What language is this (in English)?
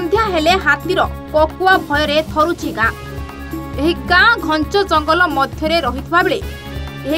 Odia